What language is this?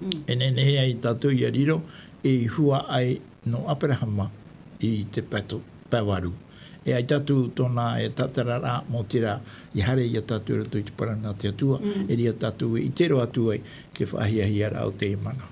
Tahitian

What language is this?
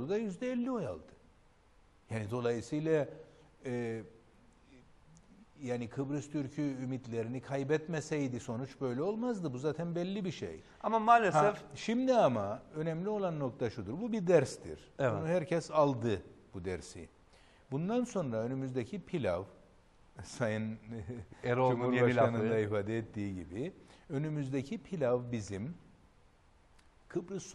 Turkish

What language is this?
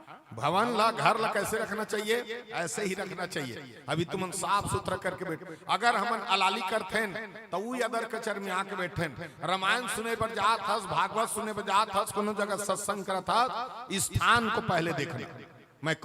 Chhattisgarhi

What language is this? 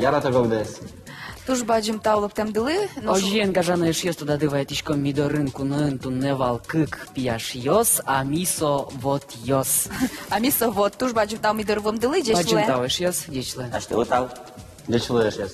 Udmurt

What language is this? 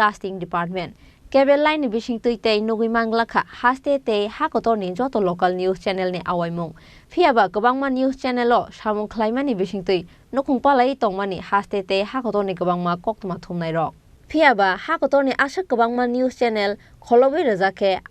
Kok Borok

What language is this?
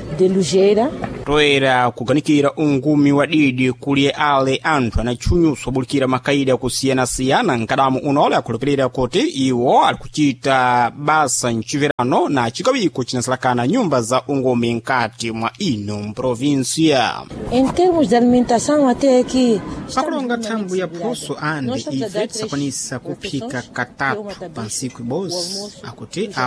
Sena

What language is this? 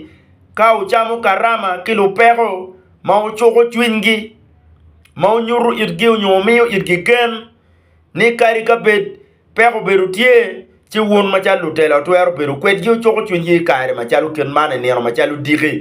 Acoli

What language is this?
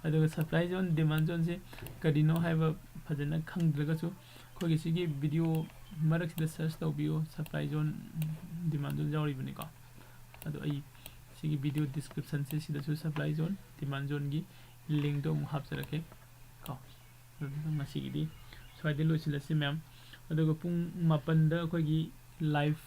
Manipuri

